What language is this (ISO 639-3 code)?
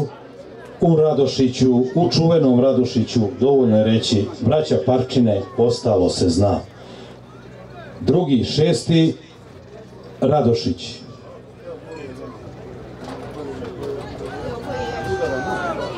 hrv